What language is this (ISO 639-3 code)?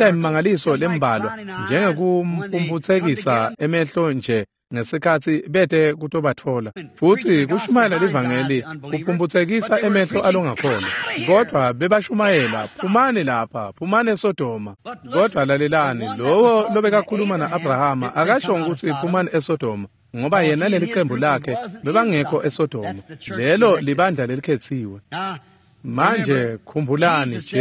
ssw